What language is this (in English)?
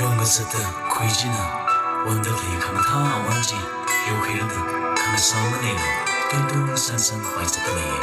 Tangkhul Naga (India)